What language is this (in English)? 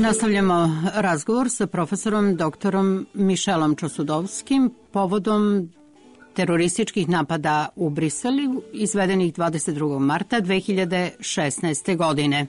Serbian